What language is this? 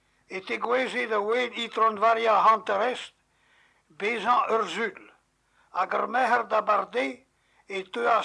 Breton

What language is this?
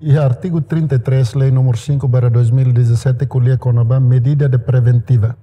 Tetum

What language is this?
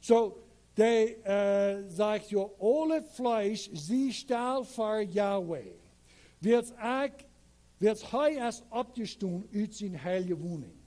Plautdietsch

